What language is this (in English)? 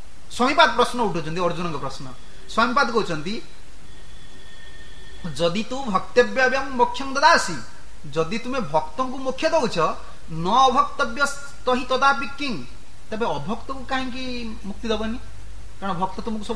Odia